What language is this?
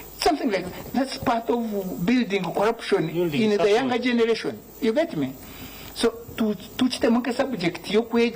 Nyankole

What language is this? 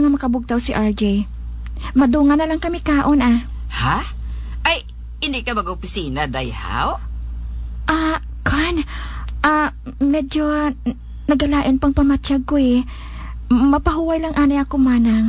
Hiligaynon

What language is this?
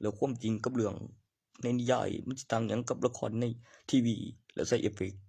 Northeastern Thai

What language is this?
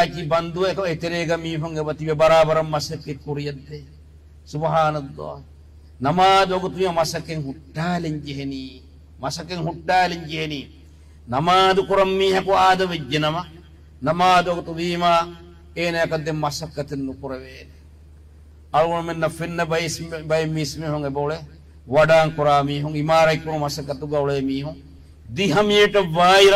Divehi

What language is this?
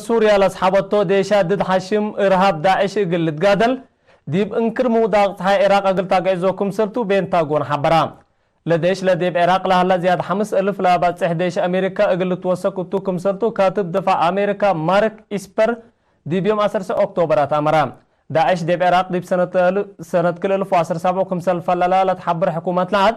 Tigre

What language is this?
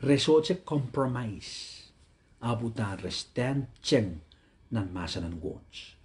Pohnpeian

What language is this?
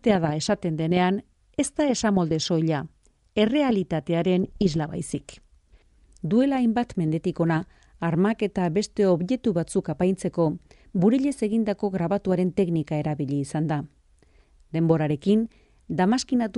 Basque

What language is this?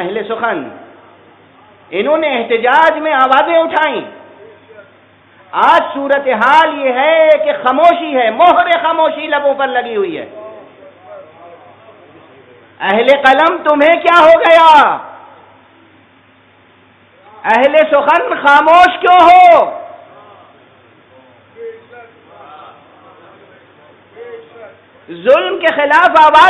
Urdu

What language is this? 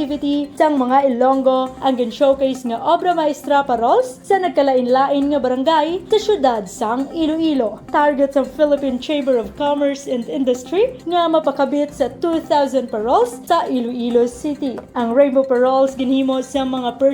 Hiligaynon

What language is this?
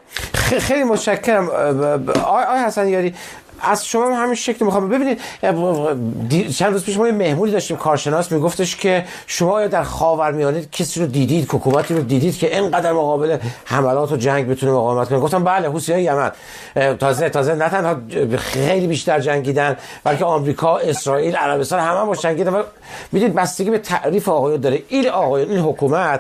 Persian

